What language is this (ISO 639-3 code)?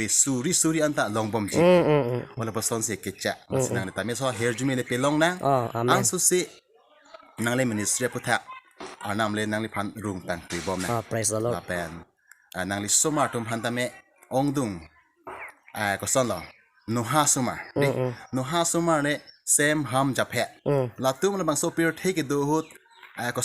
mjw